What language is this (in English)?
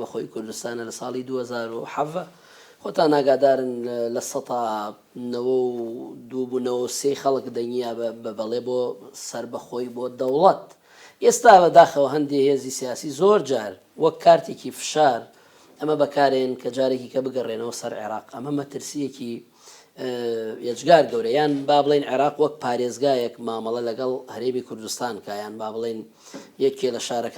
Central Kurdish